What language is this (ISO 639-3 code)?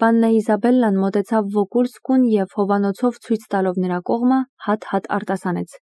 hye